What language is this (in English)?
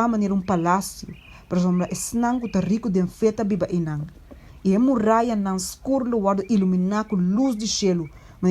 Papiamento